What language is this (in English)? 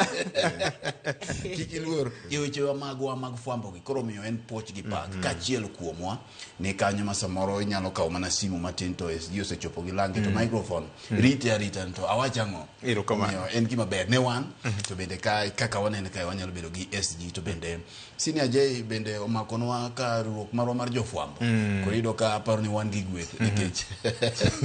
Luo (Kenya and Tanzania)